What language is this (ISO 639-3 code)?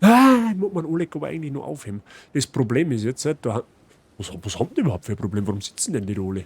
bar